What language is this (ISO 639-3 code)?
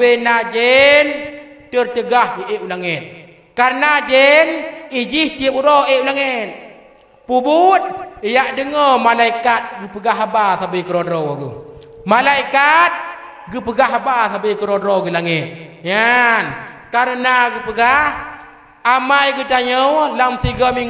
ace